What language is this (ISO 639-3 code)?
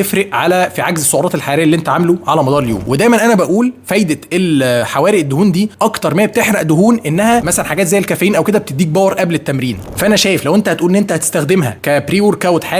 arz